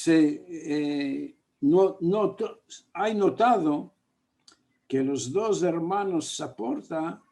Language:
Ladino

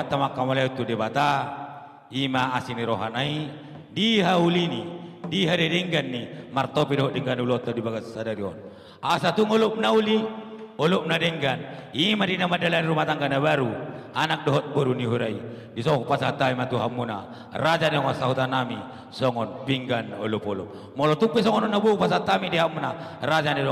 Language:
Batak Toba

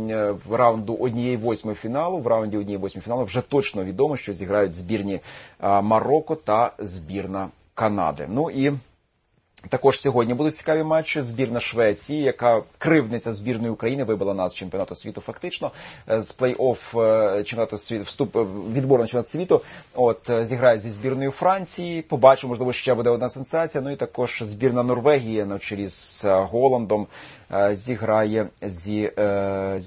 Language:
Ukrainian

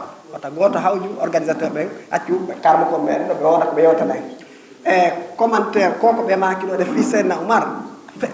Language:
Fula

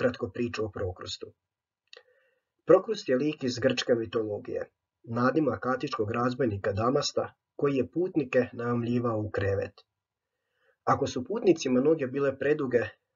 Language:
Croatian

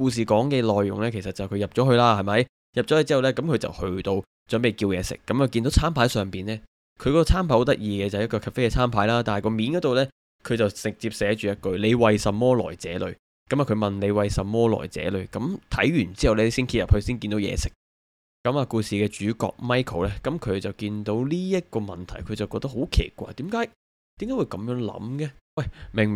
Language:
Cantonese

